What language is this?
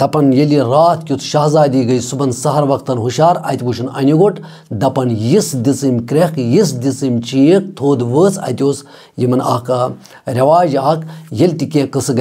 Kashmiri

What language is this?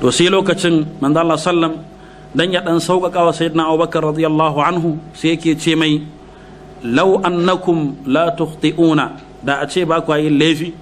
Hausa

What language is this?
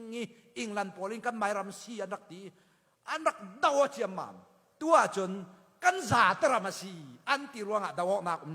Falam Chin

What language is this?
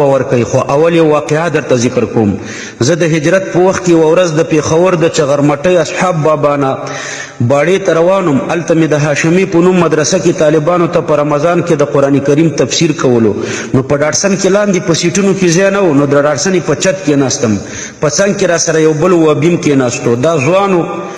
Pashto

